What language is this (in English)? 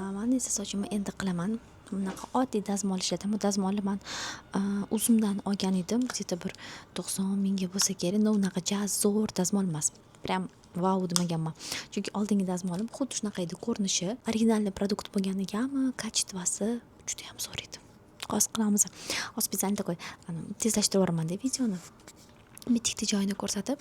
Uzbek